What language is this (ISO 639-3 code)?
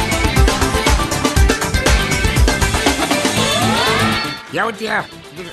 ron